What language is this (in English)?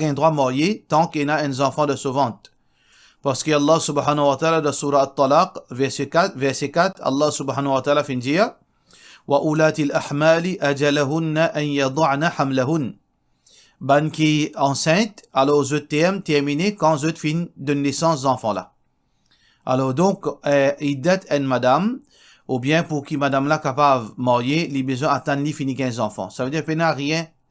Morisyen